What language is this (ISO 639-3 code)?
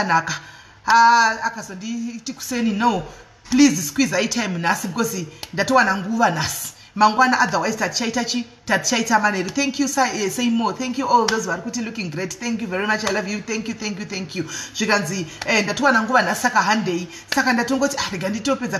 sna